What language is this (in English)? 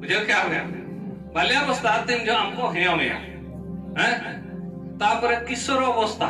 Santali